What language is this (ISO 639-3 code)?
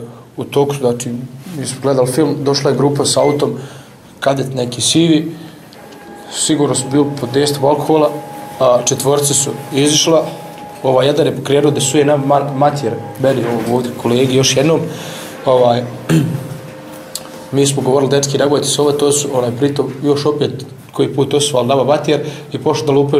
bos